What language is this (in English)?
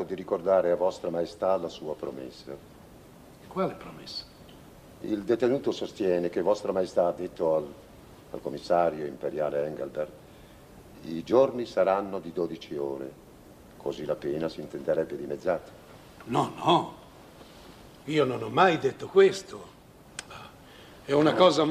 Italian